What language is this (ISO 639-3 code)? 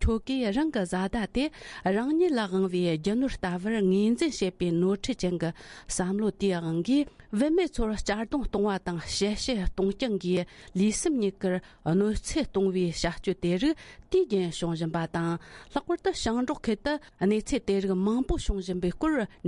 bod